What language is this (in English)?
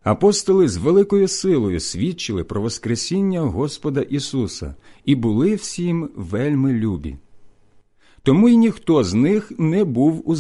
Ukrainian